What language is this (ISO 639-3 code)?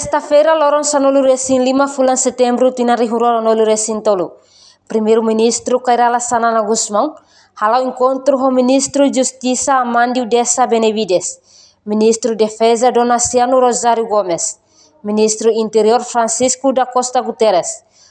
tet